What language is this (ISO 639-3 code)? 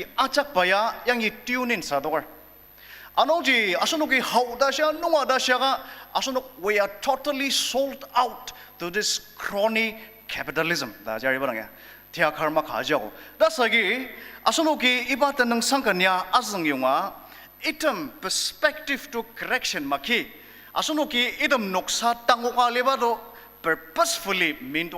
njo